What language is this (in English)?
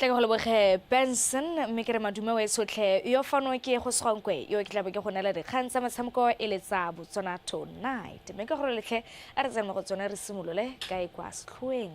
Tswana